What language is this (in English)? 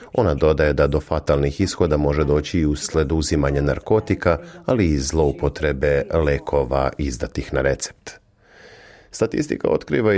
Serbian